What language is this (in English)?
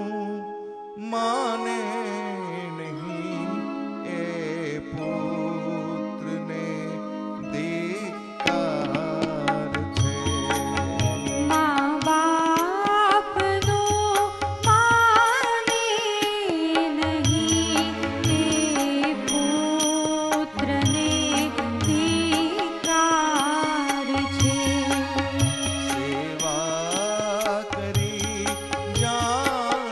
Gujarati